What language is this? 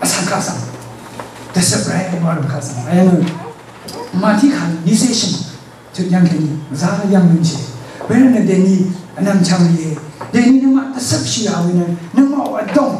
Rawang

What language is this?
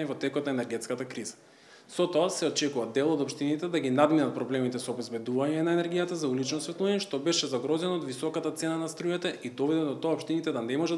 Macedonian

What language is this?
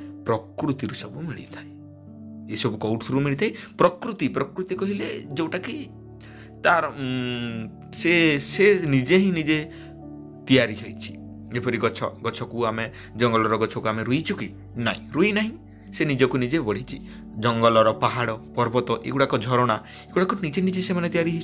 Odia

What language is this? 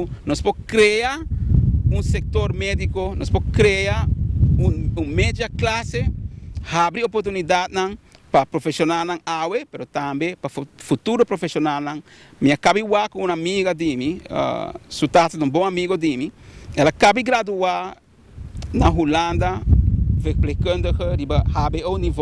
Papiamento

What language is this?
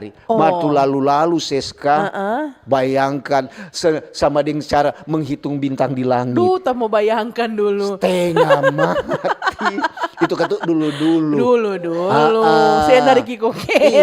Manado Malay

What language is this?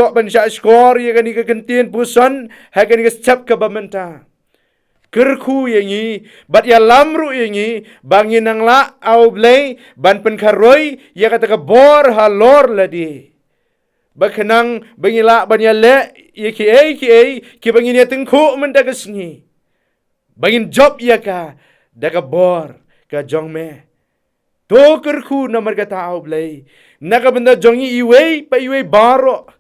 Khasi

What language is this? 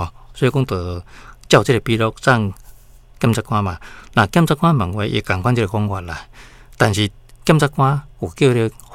Min Nan Chinese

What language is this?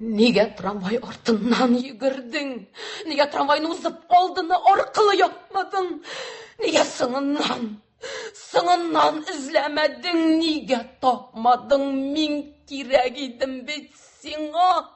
Tatar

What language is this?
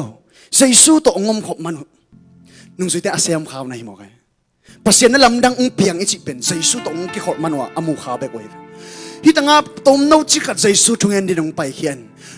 Tedim Chin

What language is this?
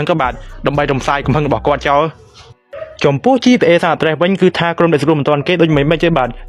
Khmer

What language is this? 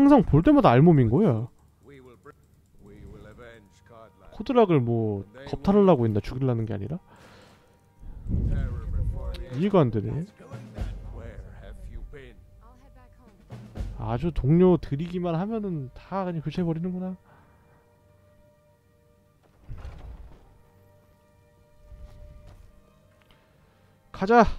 Korean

